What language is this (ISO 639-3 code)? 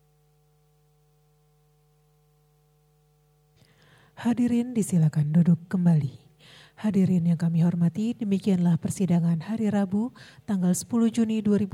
ind